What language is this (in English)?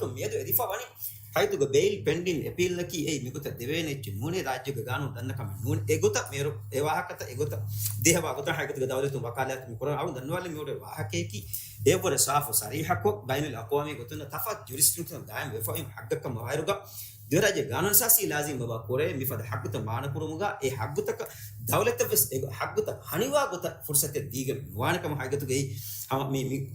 Divehi